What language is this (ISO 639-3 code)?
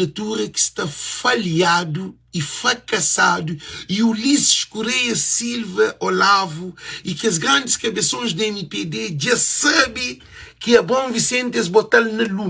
kea